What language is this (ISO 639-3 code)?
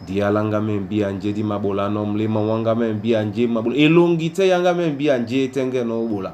dua